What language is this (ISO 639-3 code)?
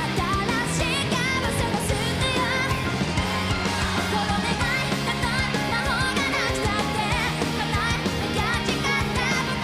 jpn